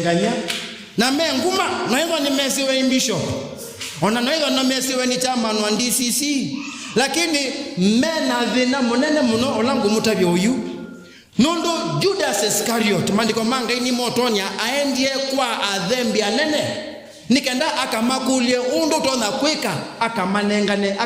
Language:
Kamba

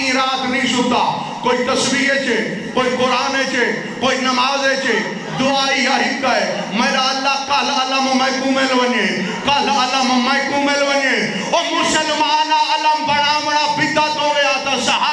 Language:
Saraiki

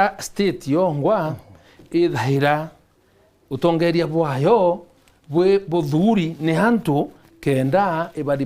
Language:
Meru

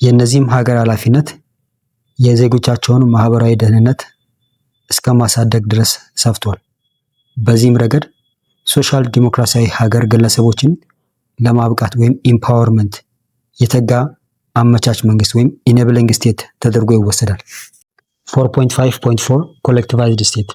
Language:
Amharic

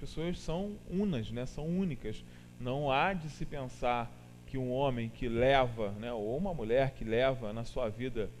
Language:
Portuguese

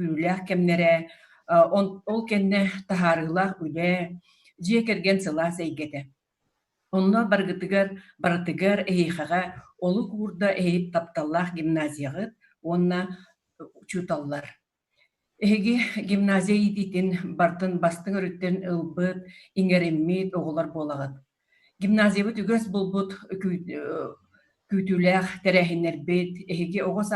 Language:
Yakut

